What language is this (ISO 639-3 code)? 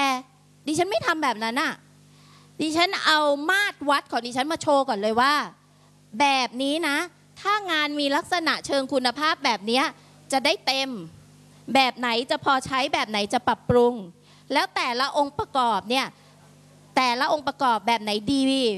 tha